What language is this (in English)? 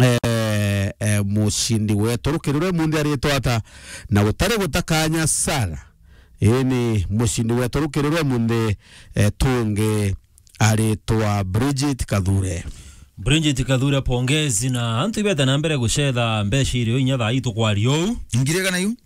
Meru